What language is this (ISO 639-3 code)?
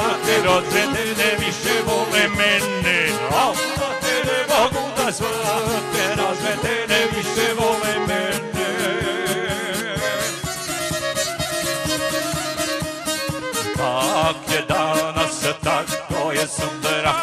bos